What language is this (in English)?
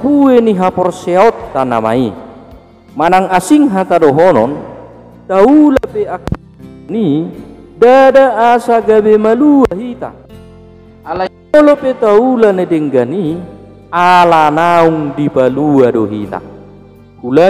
Batak Toba